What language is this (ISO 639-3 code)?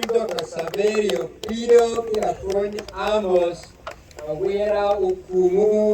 ach